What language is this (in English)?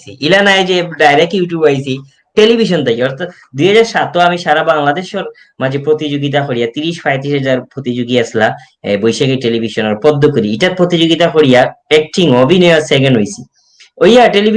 Sylheti